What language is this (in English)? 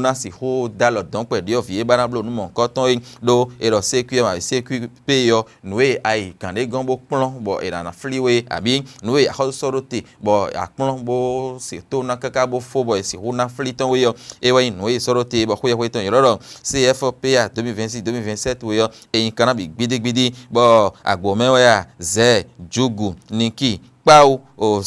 Fon